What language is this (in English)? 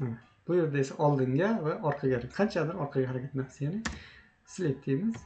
Uzbek